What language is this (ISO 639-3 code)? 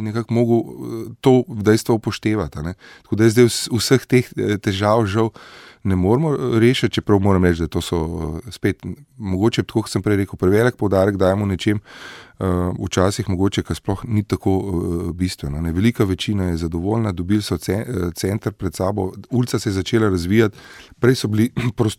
slv